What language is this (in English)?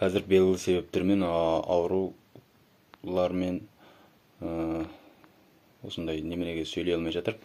Kazakh